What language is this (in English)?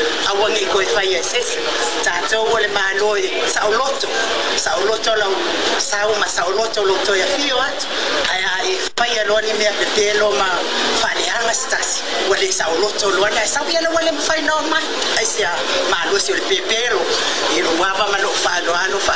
Samoan